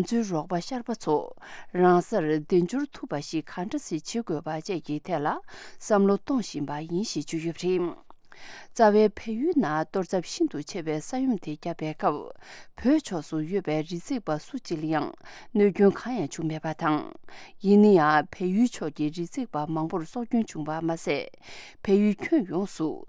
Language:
Tibetan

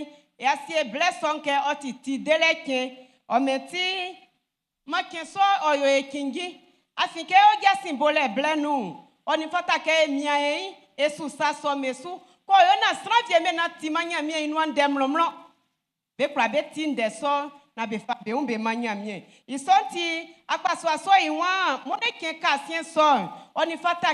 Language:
Baoulé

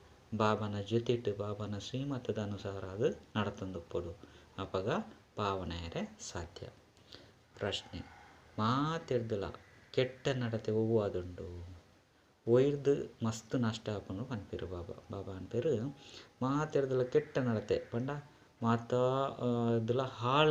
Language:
Tulu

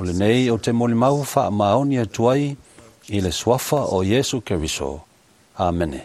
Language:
Samoan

